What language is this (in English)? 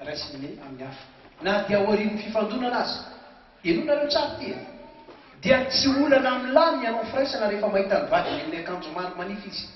Malagasy